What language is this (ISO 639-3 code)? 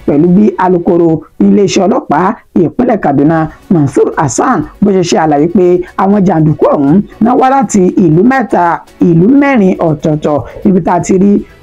yor